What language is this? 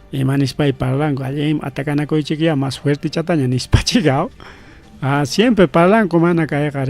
Ayacucho Quechua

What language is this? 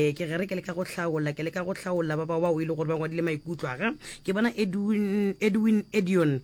Northern Sotho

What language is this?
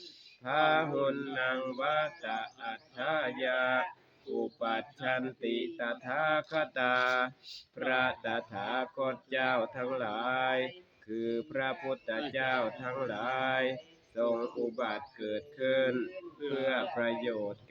Northeastern Thai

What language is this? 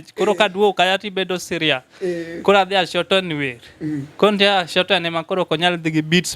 Luo (Kenya and Tanzania)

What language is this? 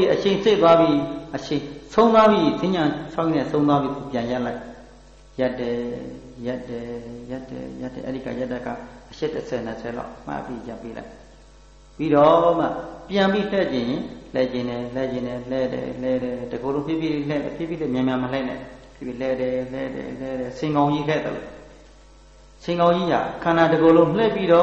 Burmese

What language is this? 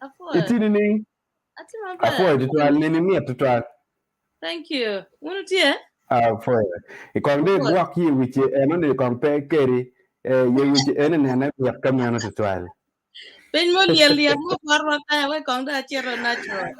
Acoli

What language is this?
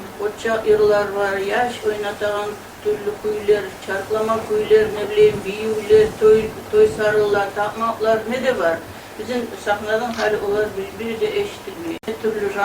Kumyk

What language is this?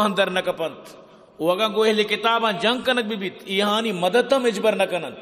Eastern Balochi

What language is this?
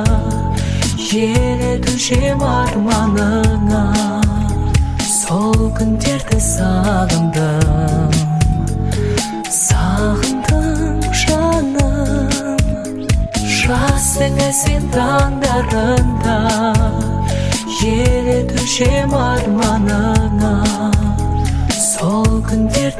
Kazakh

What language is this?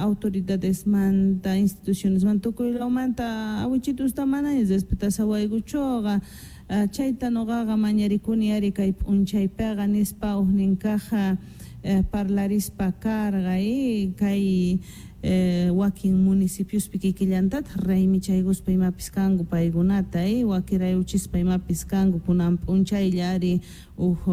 Quechua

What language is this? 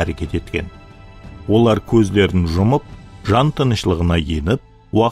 Kara-Kalpak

